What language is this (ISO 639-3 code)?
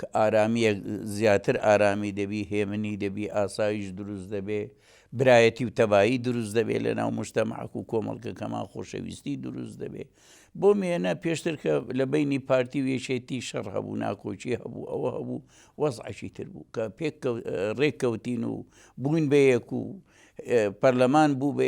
ckb